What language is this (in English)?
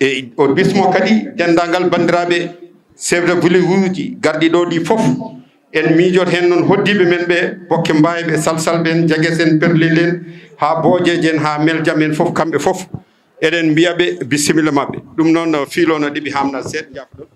Fula